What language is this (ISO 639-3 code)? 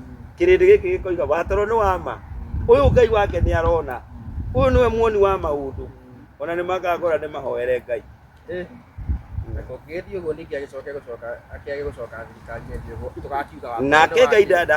kik